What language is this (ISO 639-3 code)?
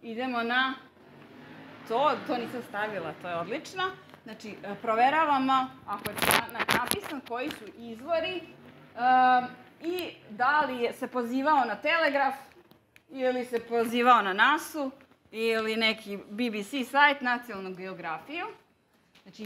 srp